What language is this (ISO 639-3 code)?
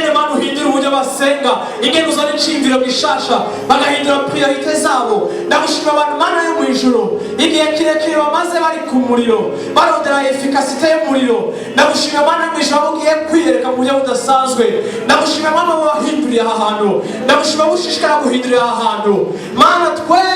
run